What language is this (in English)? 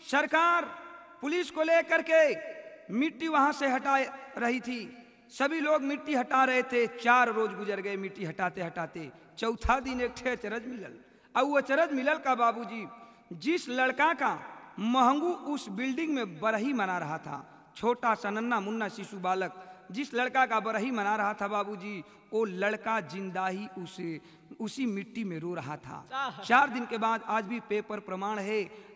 Bhojpuri